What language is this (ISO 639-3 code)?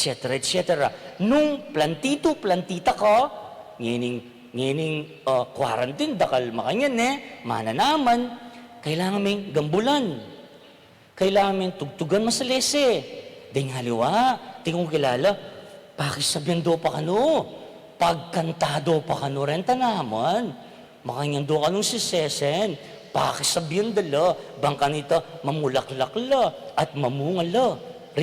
pam